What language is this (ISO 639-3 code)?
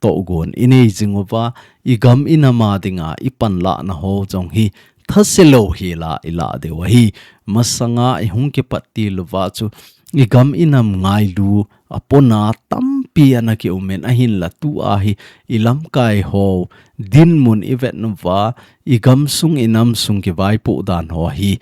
tcz